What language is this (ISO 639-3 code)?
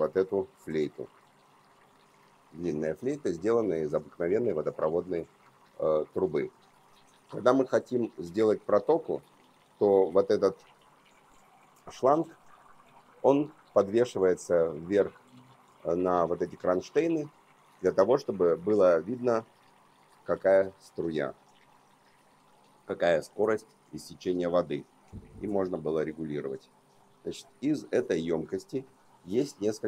rus